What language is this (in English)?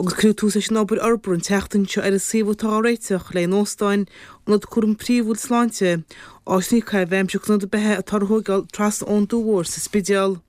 Irish